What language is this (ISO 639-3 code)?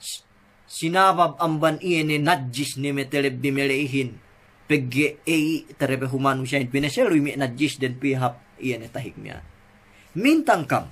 yka